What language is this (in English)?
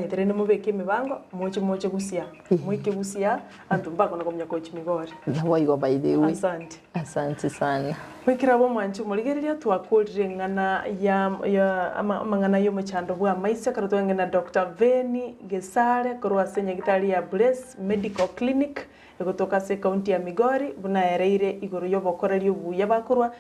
Gusii